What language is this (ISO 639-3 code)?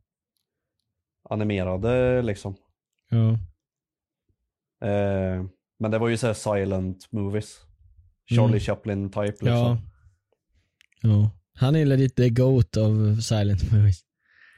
swe